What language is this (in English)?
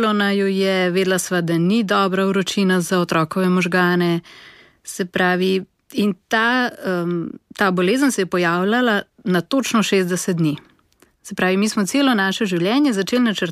Slovenian